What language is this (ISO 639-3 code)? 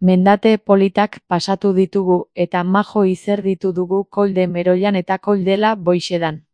eus